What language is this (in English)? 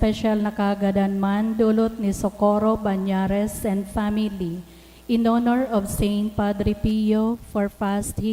Bikol